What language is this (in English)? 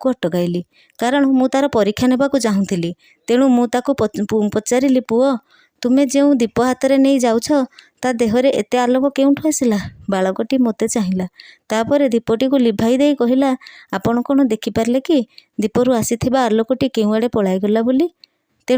Odia